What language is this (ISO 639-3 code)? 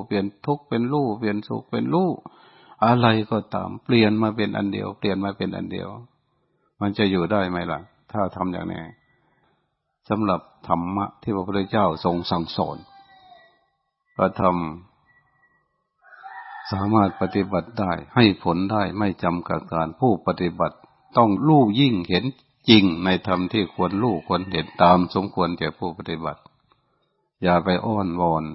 tha